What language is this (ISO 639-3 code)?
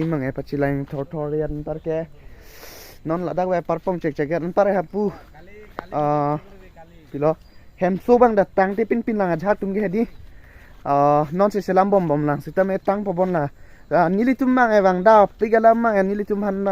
mjw